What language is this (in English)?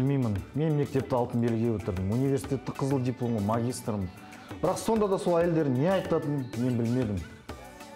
Kazakh